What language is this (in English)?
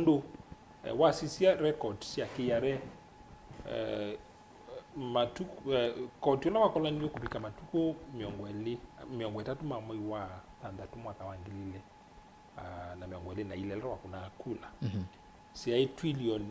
Kamba